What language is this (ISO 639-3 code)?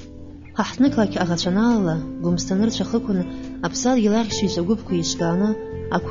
abk